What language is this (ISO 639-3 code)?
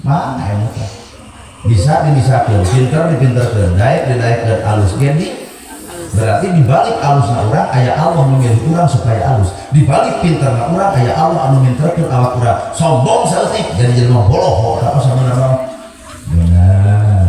sun